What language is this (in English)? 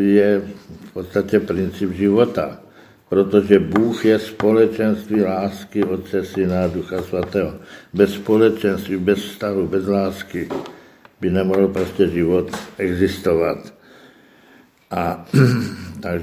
Czech